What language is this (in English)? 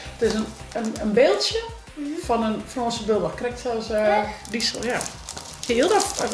Western Frisian